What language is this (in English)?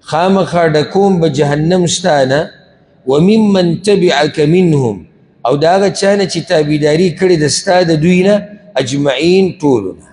Pashto